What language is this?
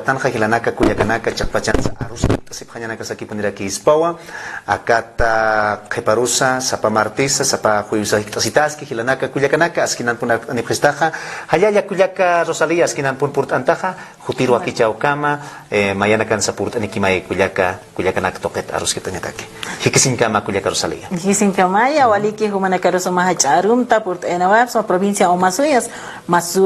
Aymara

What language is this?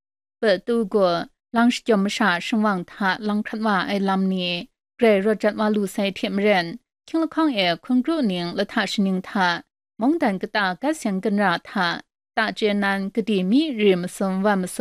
Kachin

